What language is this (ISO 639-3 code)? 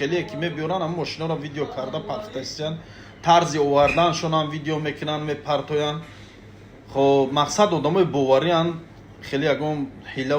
tgk